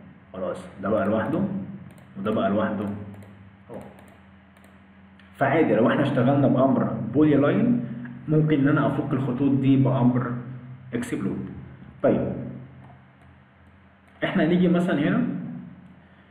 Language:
Egyptian Arabic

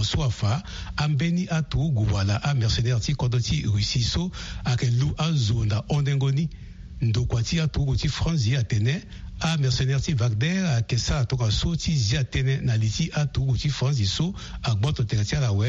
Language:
Sango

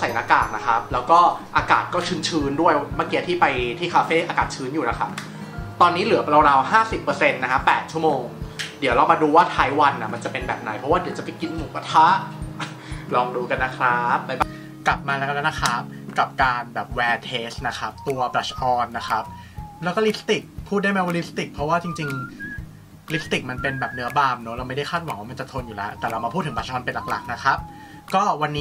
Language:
Thai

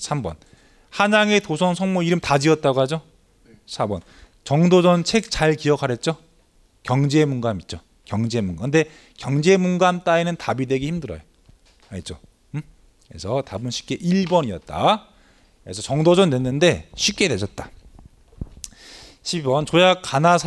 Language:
Korean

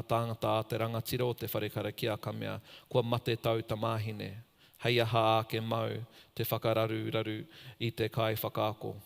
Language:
Māori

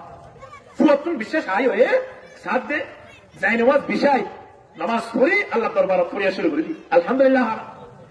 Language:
Rohingya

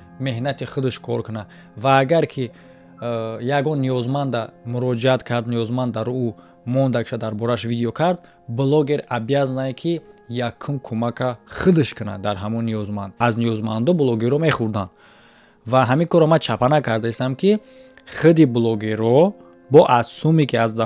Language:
Tajik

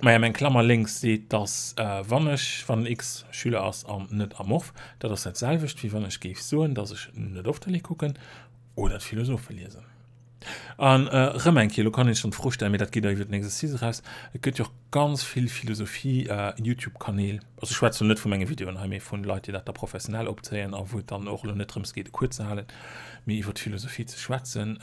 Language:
Luxembourgish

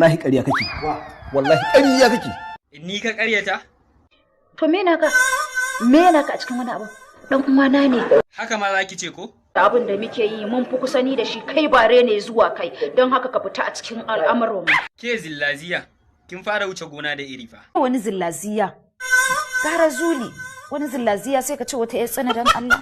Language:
Hausa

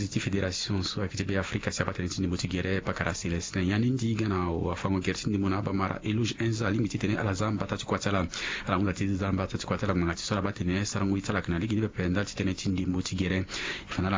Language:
Sango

